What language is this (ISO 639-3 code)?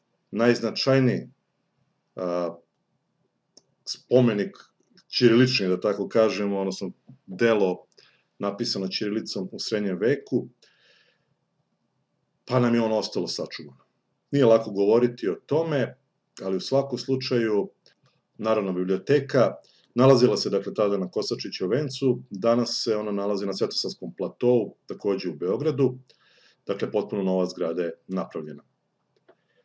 srp